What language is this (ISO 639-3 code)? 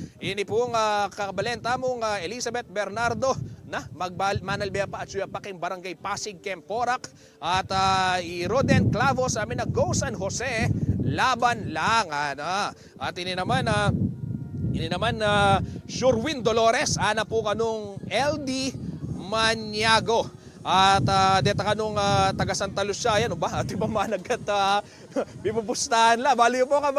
pam